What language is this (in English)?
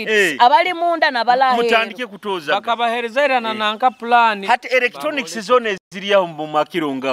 Nyoro